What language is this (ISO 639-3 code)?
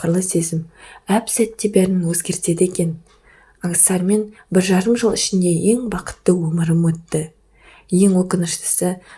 kaz